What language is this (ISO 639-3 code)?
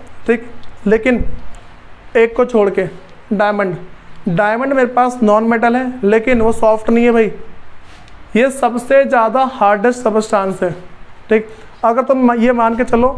hin